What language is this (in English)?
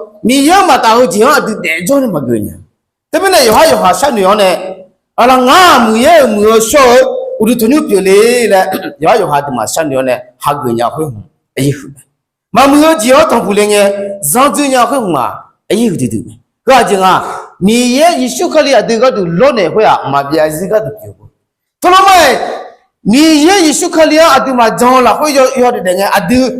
Akha